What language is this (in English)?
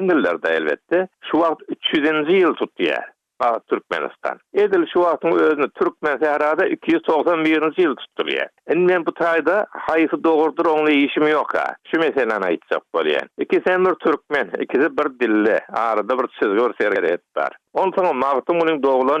Turkmen